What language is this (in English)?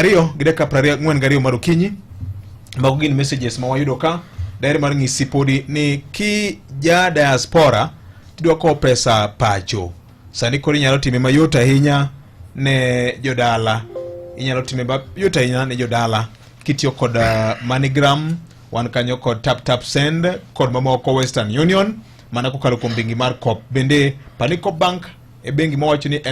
Luo (Kenya and Tanzania)